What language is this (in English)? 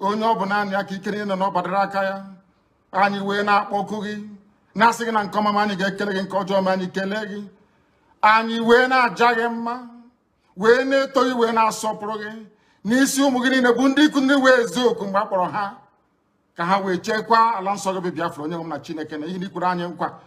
Igbo